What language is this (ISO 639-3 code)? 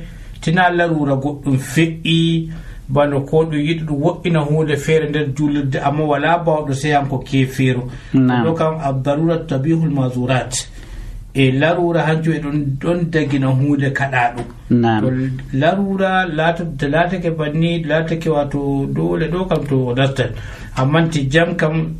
fuv